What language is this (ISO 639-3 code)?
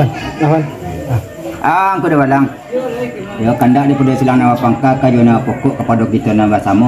min